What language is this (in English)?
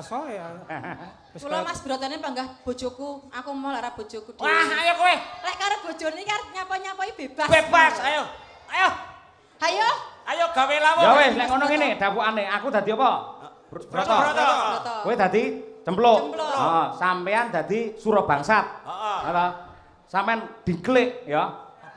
Javanese